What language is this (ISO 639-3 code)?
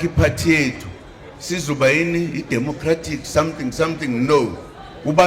zul